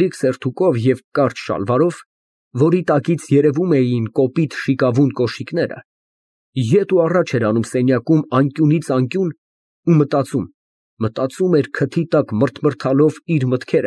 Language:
Armenian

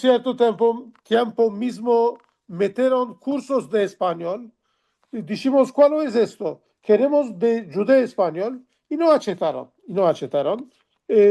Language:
Ladino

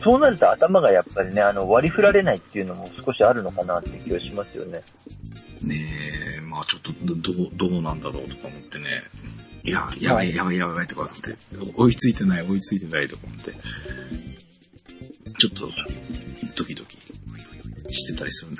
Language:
Japanese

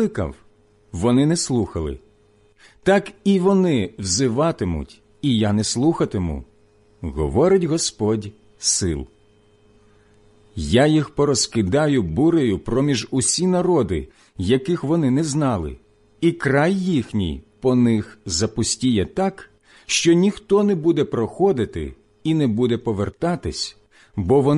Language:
Ukrainian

